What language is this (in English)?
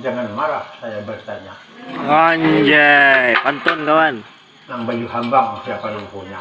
Banjar